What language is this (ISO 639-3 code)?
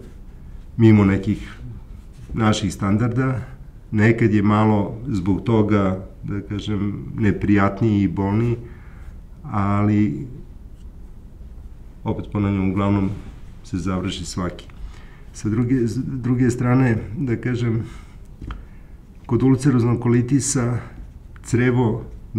srp